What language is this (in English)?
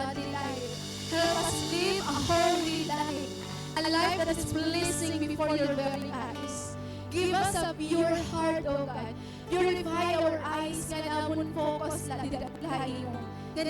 Waray